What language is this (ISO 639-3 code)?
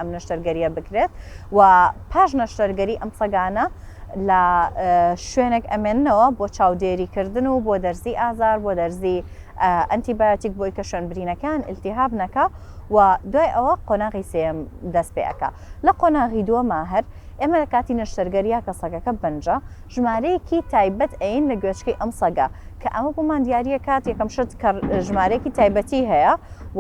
ckb